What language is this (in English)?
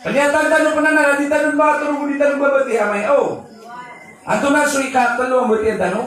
Maranao